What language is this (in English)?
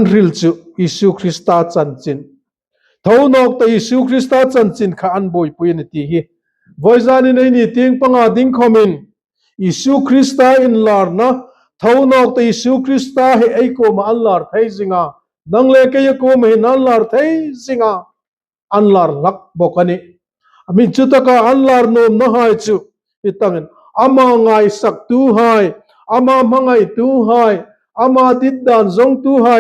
Hmar